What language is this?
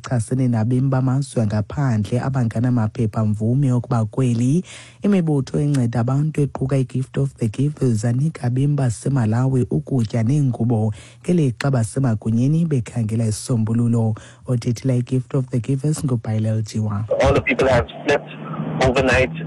Xhosa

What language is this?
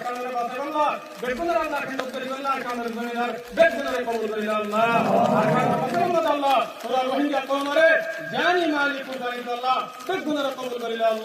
Rohingya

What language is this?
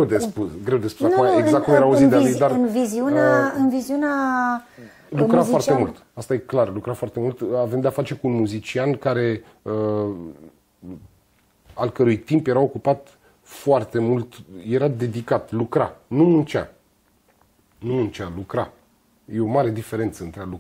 Romanian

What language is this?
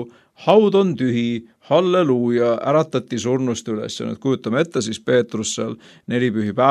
Estonian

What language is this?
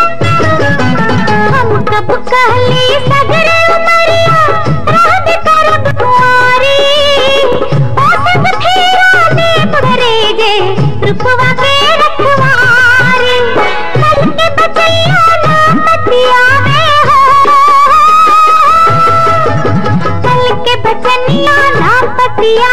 Bhojpuri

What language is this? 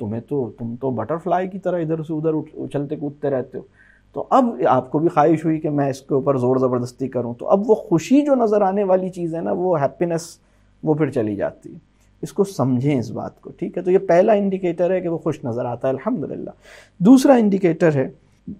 Urdu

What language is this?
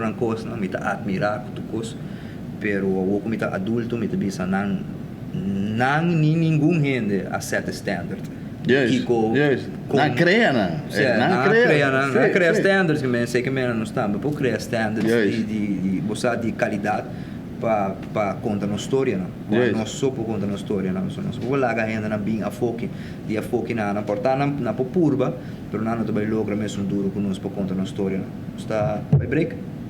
Papiamento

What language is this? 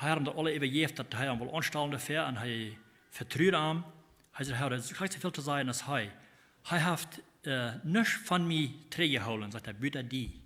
Plautdietsch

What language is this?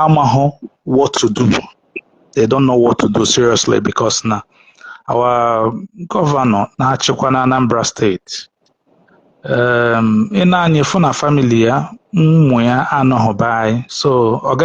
Igbo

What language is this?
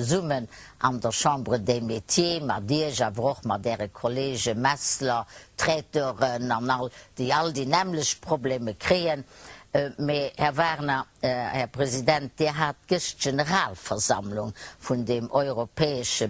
Luxembourgish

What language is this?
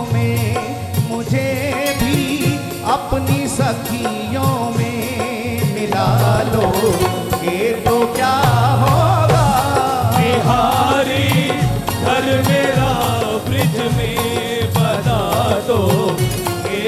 Hindi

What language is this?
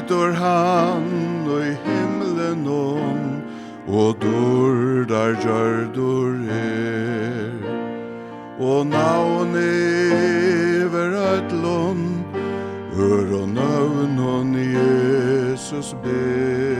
Faroese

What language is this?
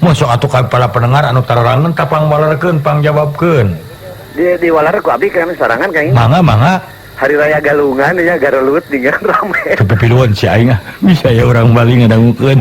Sundanese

